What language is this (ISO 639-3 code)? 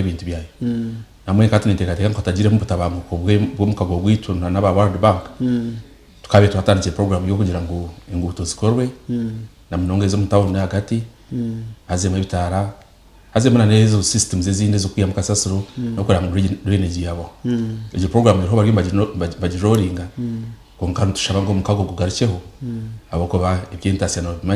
nyn